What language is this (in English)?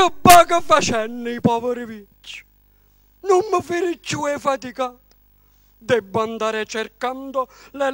Neapolitan